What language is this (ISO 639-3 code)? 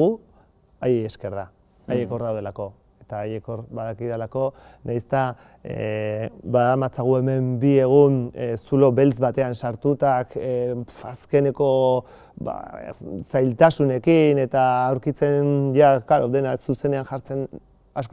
eus